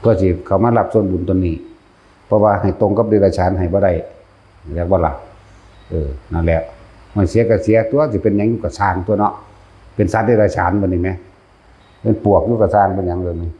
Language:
Northeastern Thai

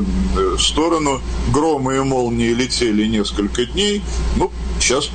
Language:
Russian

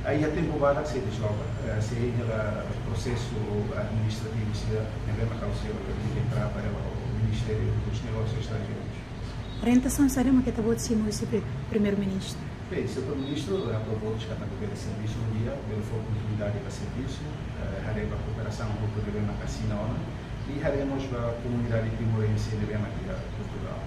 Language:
Tetum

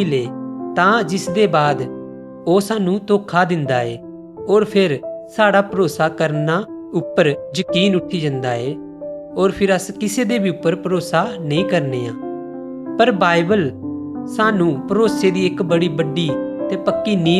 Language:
Dogri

